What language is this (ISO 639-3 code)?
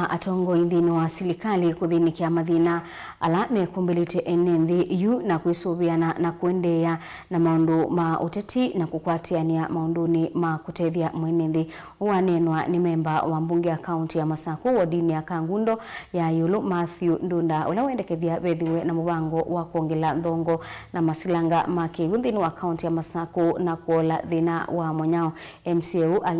kam